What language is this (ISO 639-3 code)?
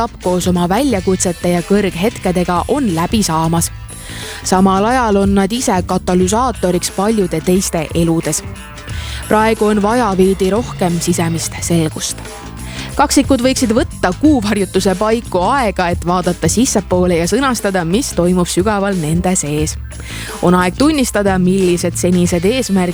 est